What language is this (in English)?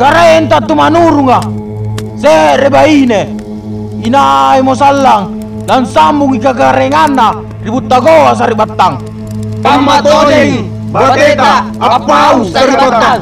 Makasar